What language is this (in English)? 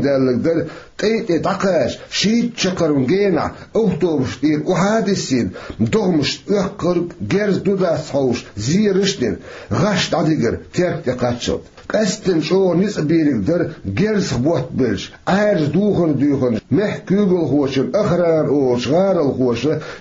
Chechen